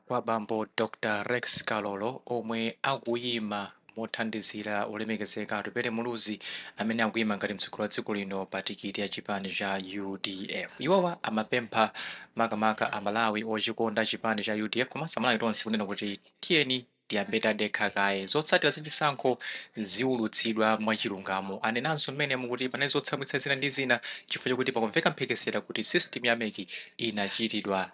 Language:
Nyanja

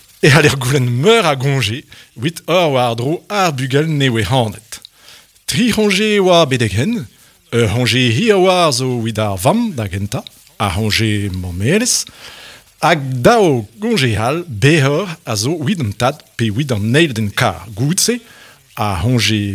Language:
Breton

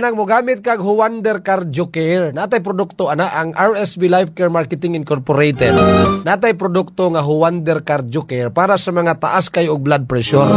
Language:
Cebuano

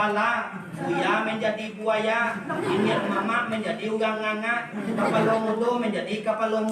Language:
Minangkabau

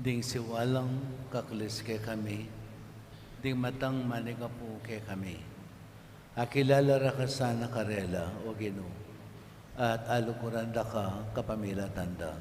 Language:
Pampanga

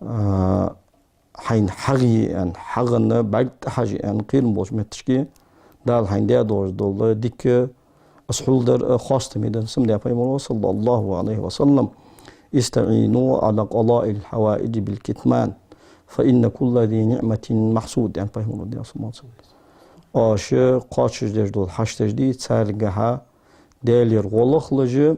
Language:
Ingush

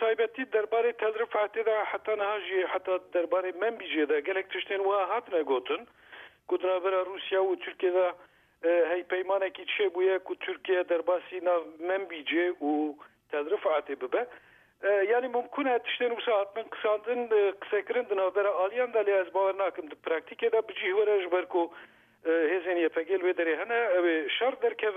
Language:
Kurdish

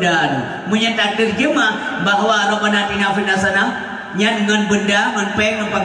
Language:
Achinese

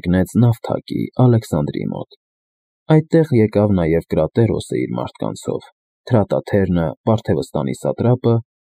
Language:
Armenian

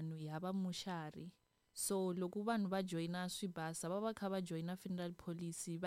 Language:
Tsonga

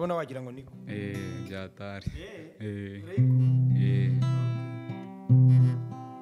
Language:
Kinyarwanda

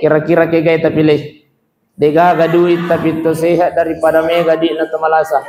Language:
Buginese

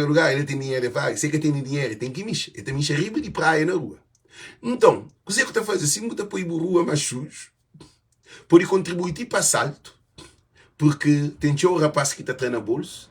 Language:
Kabuverdianu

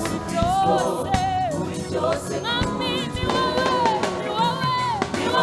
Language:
Kinyarwanda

